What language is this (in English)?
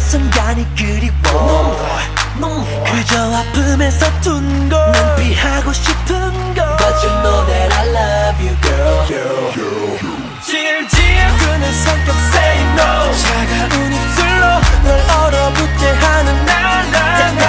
Korean